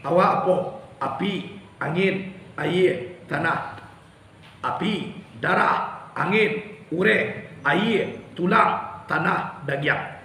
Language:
Minangkabau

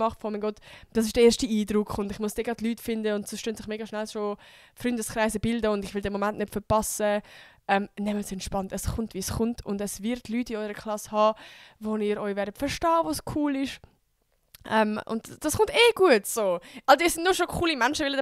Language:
Swiss German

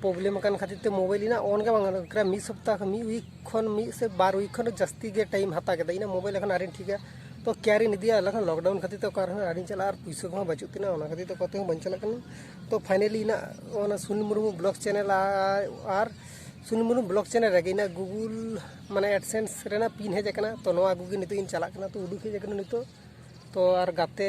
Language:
Santali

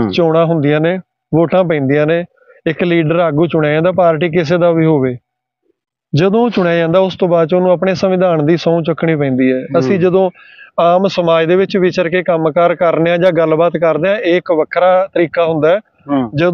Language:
Punjabi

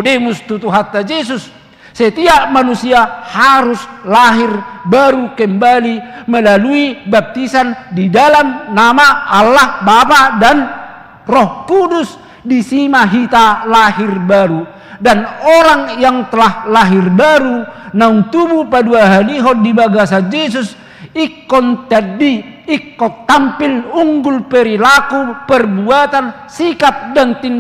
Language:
Batak Toba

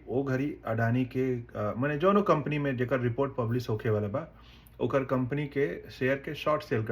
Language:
Bhojpuri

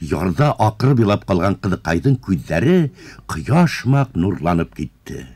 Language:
Bashkir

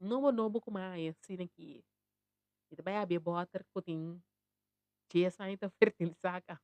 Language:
Papiamento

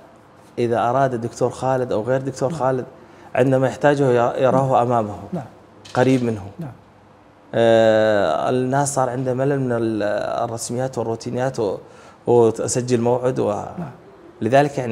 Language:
Arabic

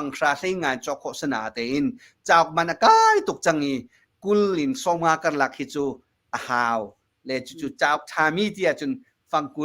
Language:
Hakha Chin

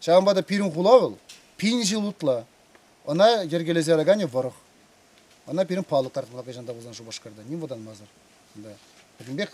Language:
Chuvash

